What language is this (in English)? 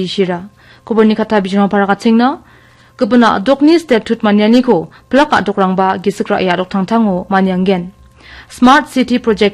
Garo